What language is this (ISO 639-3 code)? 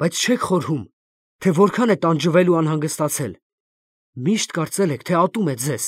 hye